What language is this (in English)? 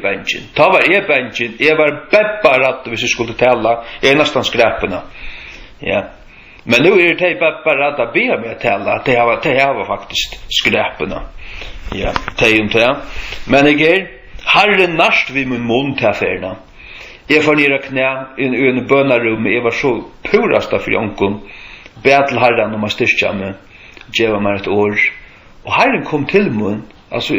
Faroese